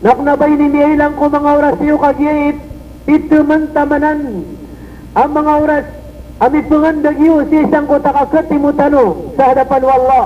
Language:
Maranao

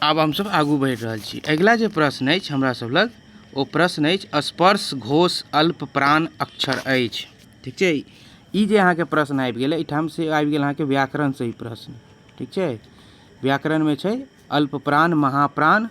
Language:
Maithili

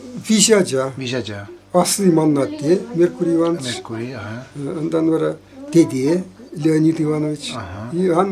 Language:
Chuvash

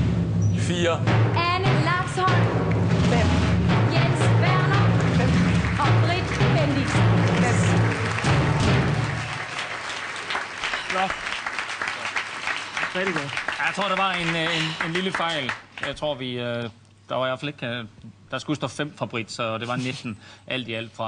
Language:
Danish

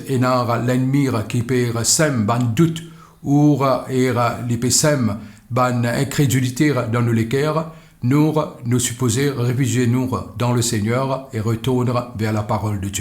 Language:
Morisyen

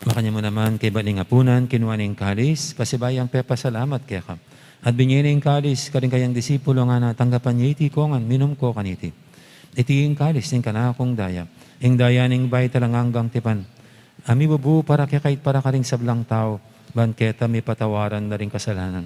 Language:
Pampanga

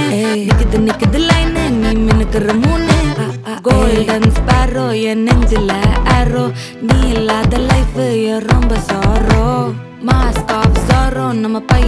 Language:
Tamil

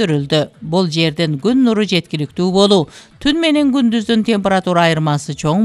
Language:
Kyrgyz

